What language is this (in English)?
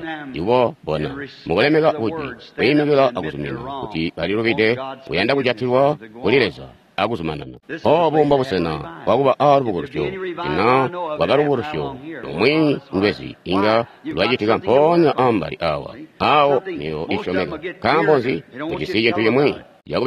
Tonga (Zambia)